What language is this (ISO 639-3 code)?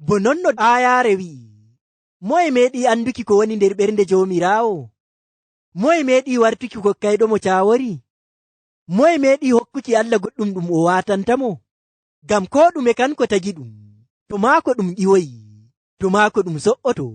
fuv